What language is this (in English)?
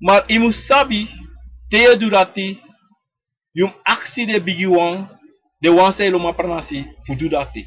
Sranan Tongo